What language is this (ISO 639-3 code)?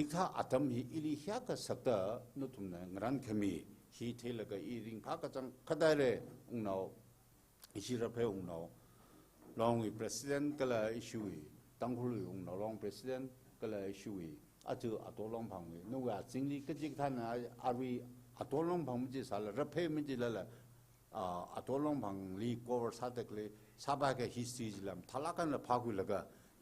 nmf